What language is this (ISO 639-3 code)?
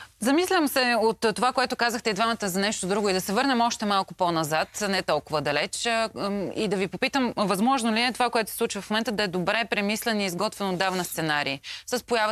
bul